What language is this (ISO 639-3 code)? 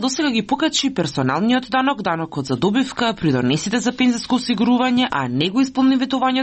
mkd